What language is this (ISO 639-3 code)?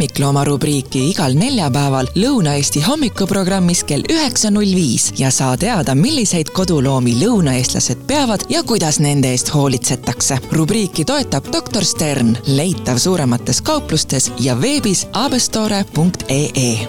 est